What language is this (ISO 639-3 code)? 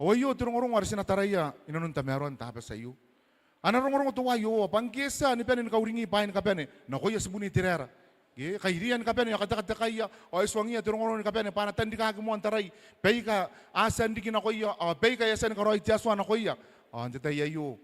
gil